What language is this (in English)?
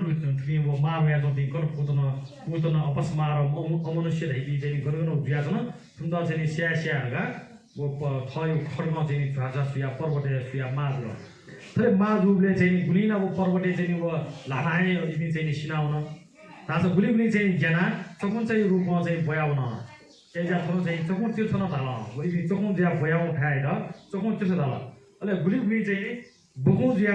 Newari